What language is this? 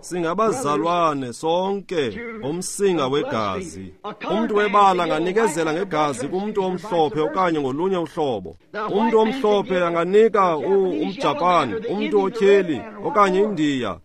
Xhosa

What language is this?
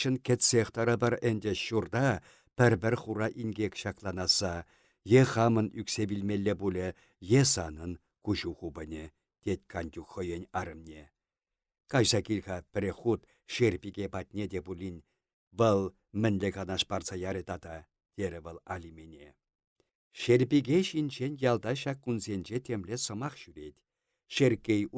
Chuvash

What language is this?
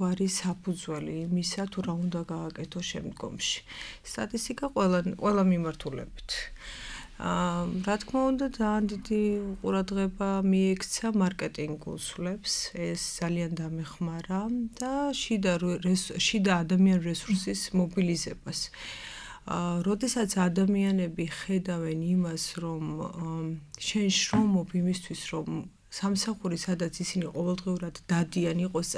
Georgian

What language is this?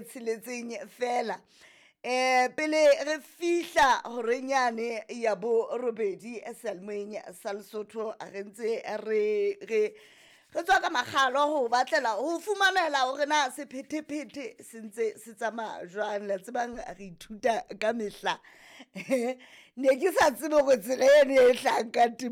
Southern Sotho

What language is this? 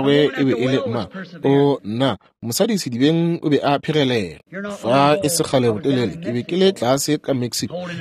Northern Sotho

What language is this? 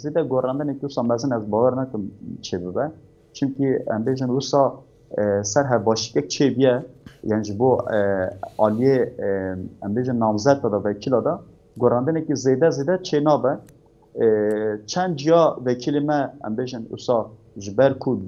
Kurdish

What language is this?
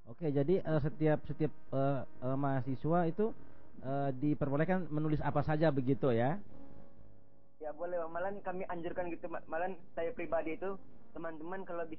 Indonesian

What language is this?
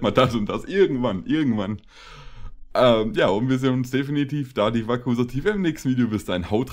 German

